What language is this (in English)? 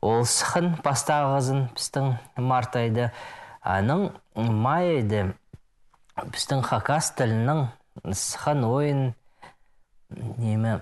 Khakas